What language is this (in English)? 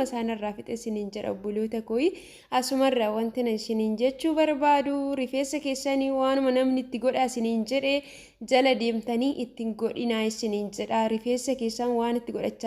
Oromo